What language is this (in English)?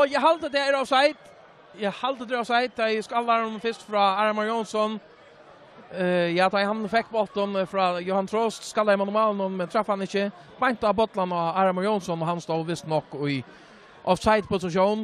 Faroese